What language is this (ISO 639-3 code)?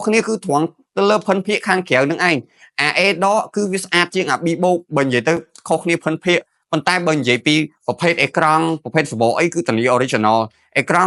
khm